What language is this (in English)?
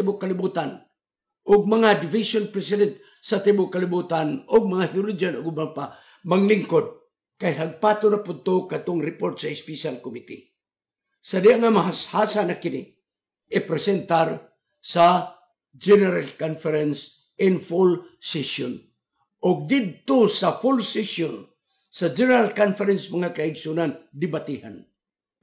Cebuano